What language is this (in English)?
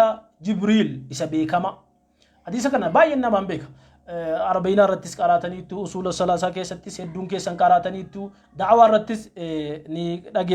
Oromo